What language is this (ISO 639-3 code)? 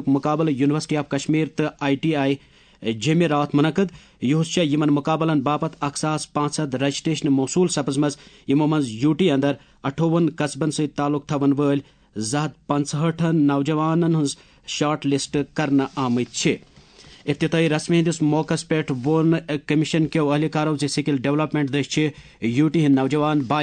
kas